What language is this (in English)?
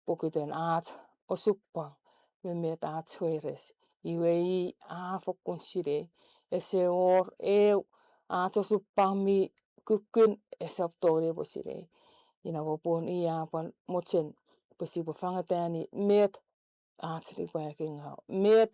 Chuukese